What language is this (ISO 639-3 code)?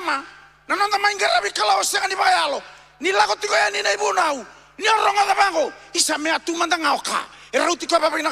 fij